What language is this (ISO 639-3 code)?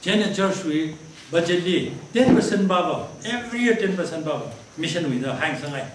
nmf